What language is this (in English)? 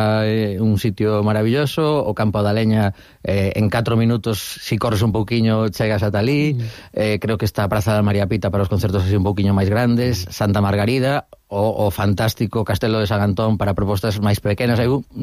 Galician